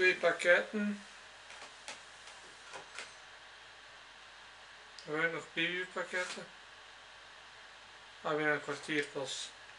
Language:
Dutch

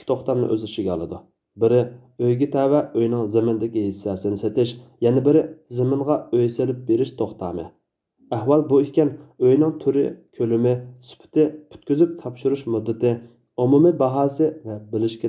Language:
Uyghur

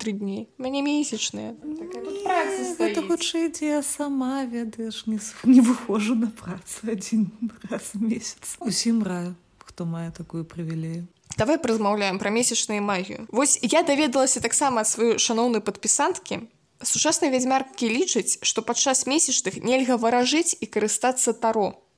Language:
Belarusian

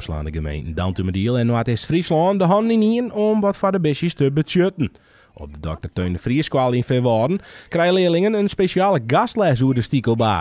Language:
Western Frisian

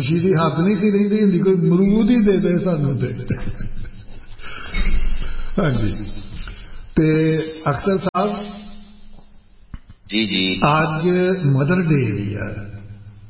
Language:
Punjabi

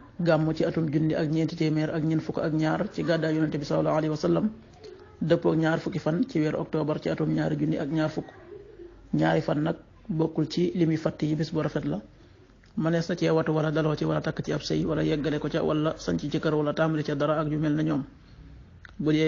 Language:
Wolof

